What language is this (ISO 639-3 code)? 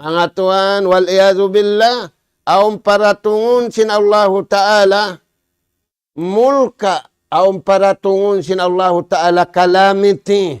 tsg